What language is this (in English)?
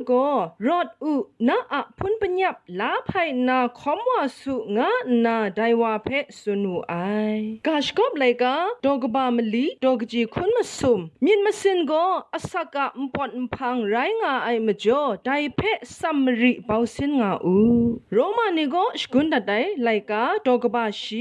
Kachin